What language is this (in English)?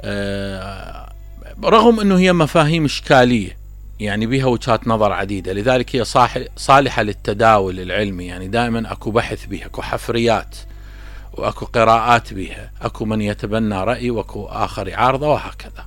Mesopotamian Arabic